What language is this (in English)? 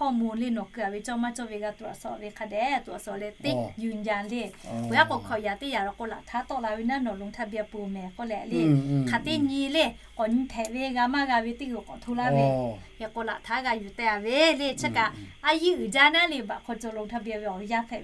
Lahu